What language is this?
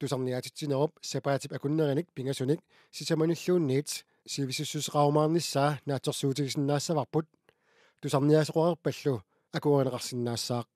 Kalaallisut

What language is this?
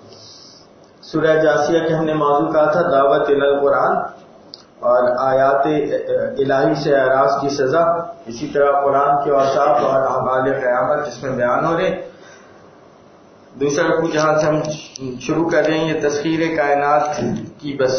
Urdu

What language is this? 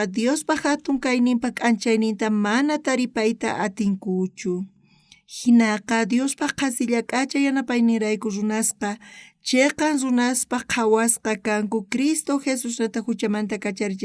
South Bolivian Quechua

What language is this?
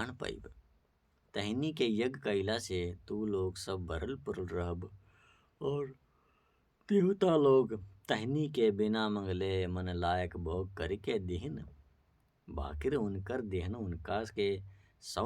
Bhojpuri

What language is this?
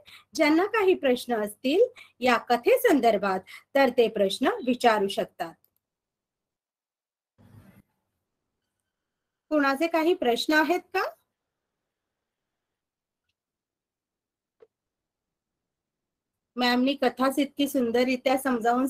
Marathi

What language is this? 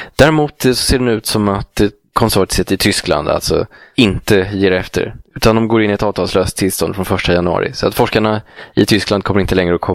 Swedish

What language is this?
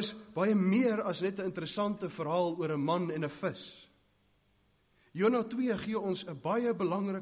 Afrikaans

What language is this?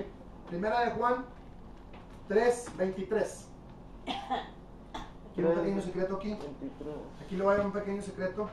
Spanish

